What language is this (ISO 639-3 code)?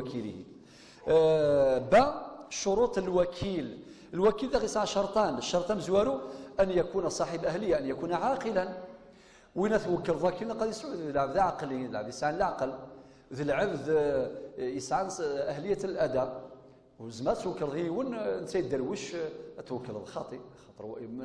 kab